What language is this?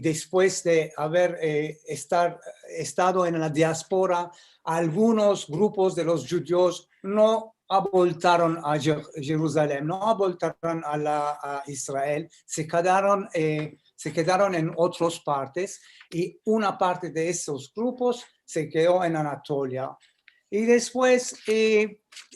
Ladino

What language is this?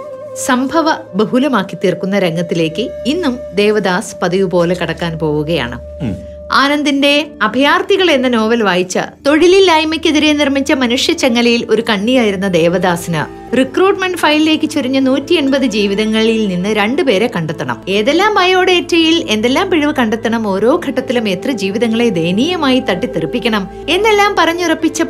Malayalam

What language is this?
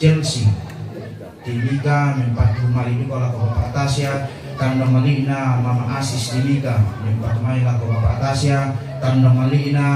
Toraja-Sa'dan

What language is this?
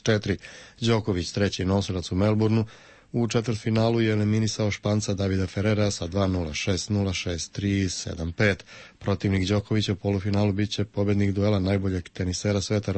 Serbian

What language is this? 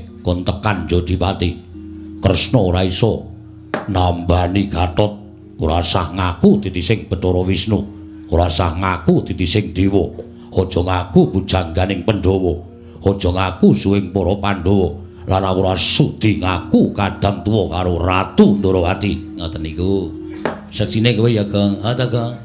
Javanese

